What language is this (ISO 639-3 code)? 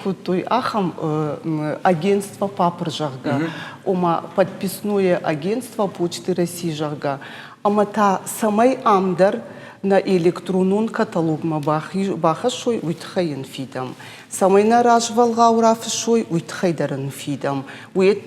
oss